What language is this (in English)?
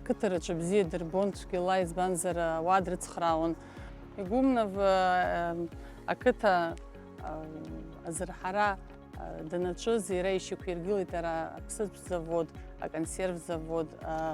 Abkhazian